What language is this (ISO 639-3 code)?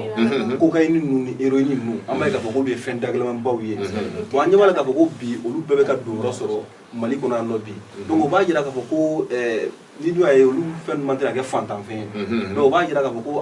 bam